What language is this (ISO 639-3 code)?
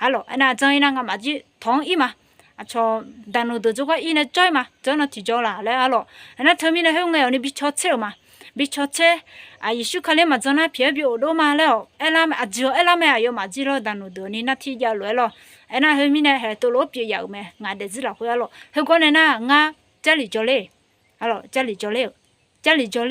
ahk